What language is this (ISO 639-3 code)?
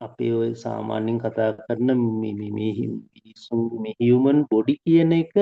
sin